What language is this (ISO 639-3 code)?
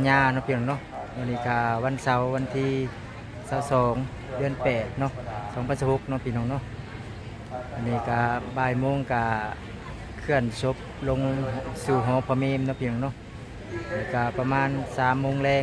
lao